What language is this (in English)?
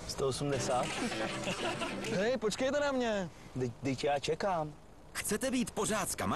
Czech